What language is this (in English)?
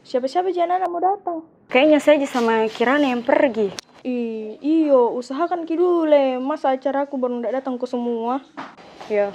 Makassar Malay